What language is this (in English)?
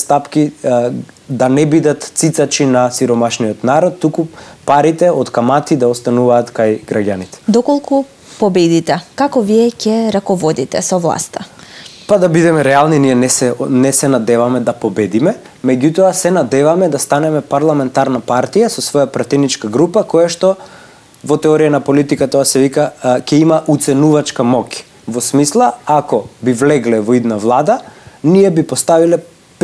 Macedonian